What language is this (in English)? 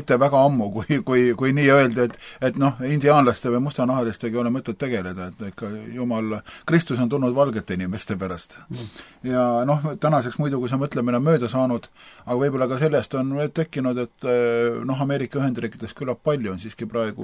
Estonian